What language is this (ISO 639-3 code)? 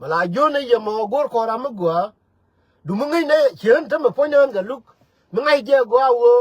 nus